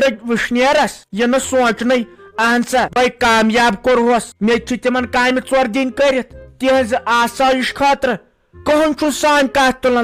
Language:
Kashmiri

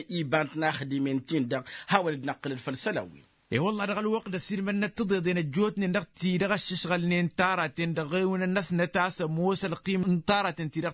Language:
Tamasheq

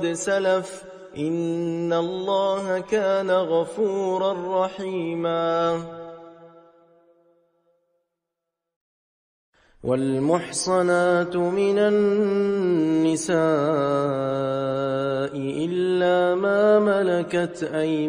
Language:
Arabic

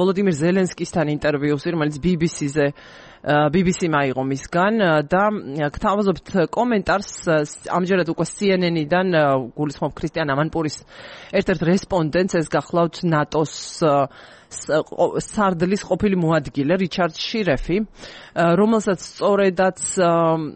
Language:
Georgian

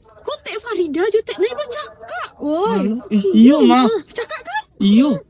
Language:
Minangkabau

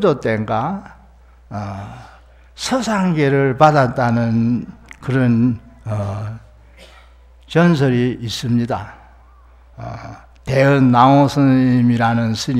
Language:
Korean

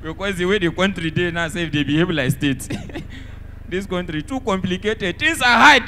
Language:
Nigerian Pidgin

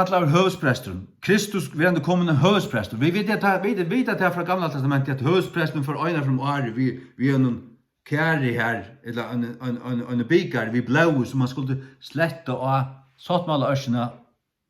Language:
Faroese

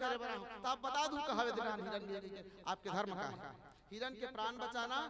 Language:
Chhattisgarhi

